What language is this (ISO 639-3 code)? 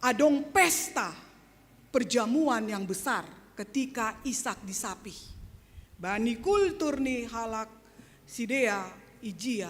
bts